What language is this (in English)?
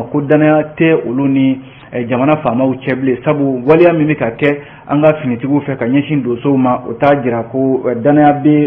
Bambara